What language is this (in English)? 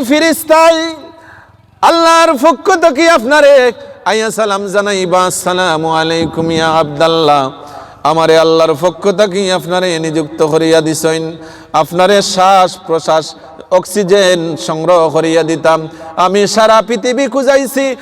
Sylheti